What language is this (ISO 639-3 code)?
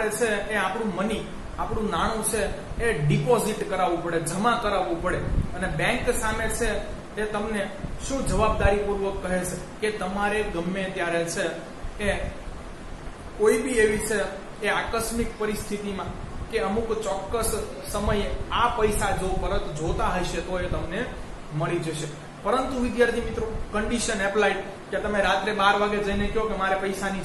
guj